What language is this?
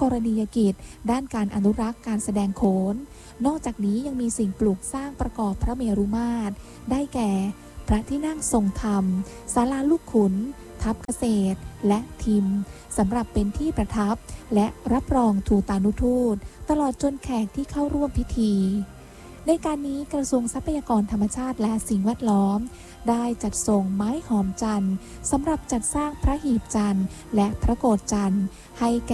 Thai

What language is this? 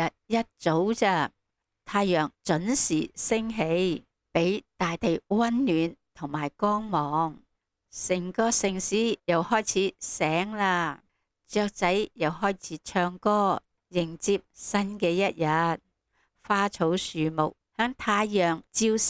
Cantonese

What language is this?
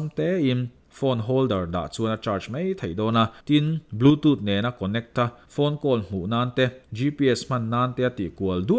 Mizo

